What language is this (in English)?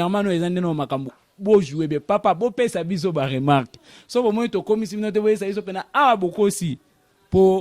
Lingala